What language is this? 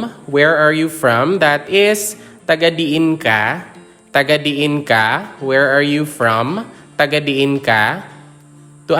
Hiligaynon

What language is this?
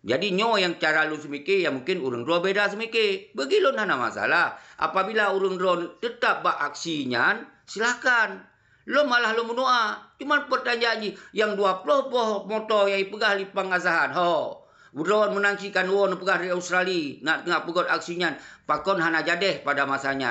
Achinese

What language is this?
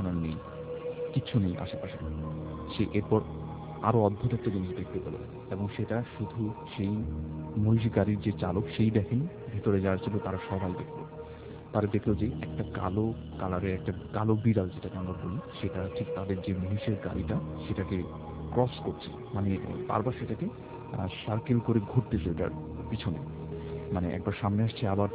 Bangla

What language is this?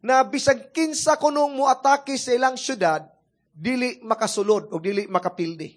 Cebuano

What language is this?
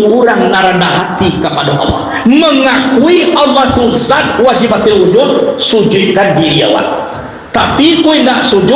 Minangkabau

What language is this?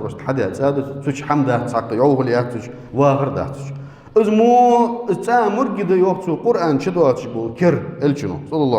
Ingush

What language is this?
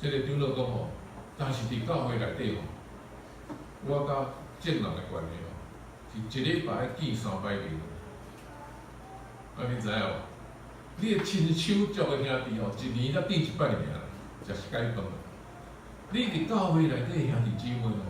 Min Nan Chinese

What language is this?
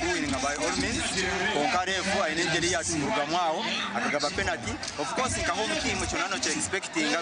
Nyankole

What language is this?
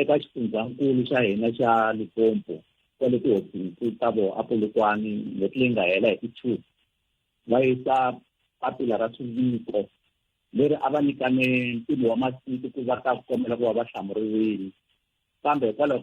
Tsonga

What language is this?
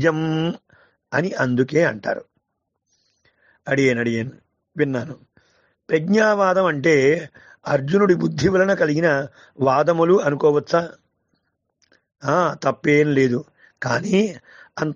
Telugu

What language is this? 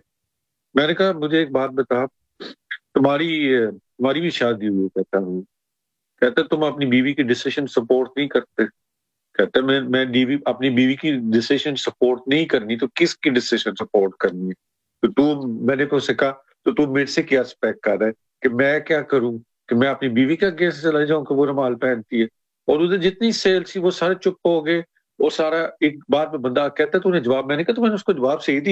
Urdu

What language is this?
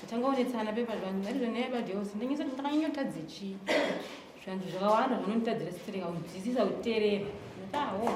Shona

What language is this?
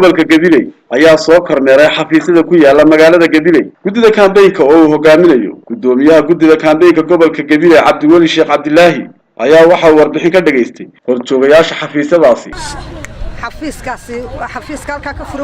Somali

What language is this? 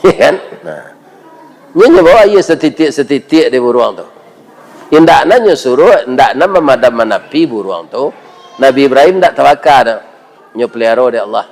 Minangkabau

